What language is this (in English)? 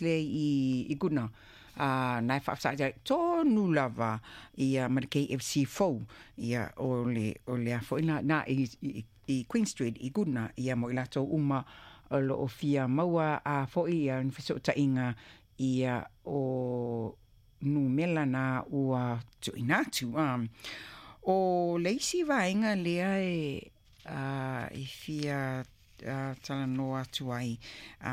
Samoan